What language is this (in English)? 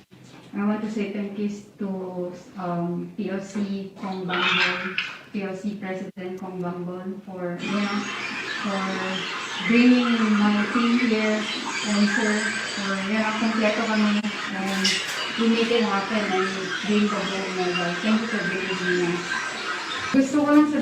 Hiligaynon